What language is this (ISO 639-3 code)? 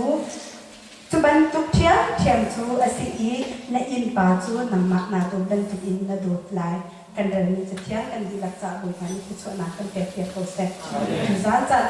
cnh